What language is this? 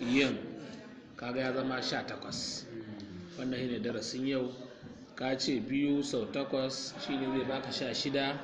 Hausa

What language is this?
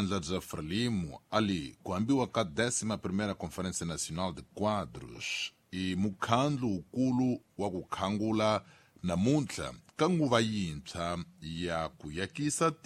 Tsonga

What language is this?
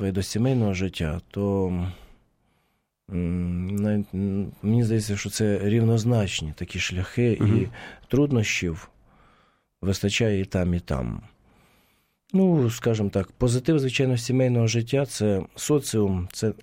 Ukrainian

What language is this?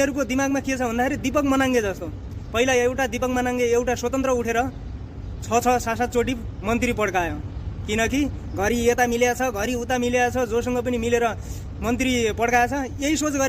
Nepali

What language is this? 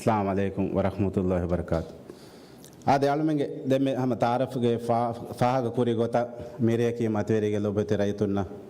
Divehi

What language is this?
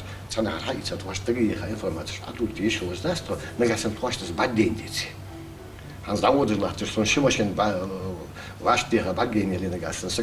Ingush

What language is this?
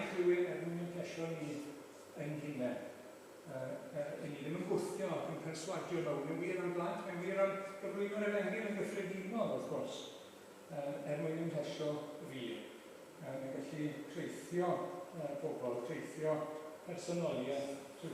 Welsh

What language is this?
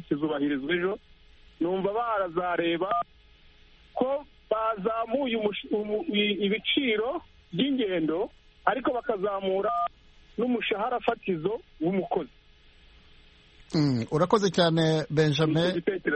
Kinyarwanda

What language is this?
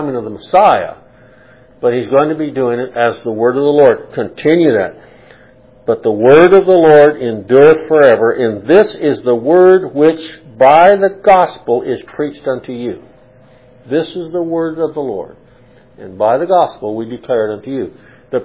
English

